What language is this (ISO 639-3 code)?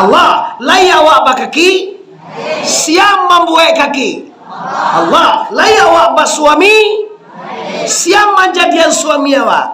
min